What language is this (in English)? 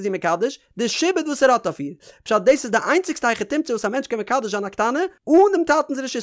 Yiddish